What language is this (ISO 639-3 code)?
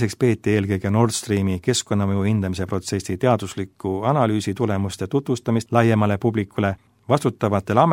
est